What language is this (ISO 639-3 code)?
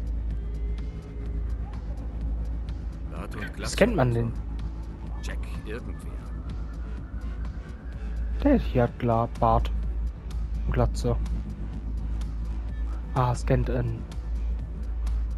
deu